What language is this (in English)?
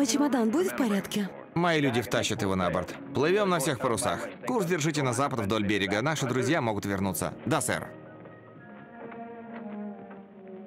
Russian